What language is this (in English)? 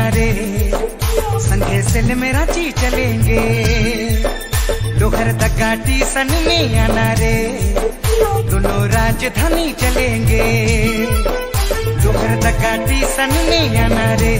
Sadri